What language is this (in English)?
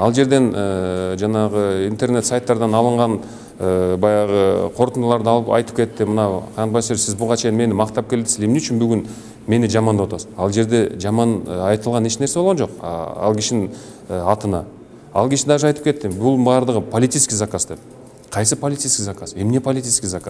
Kyrgyz